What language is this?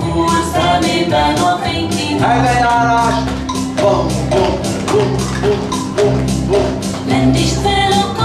Hungarian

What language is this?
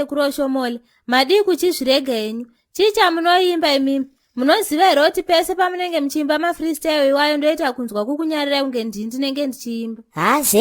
Shona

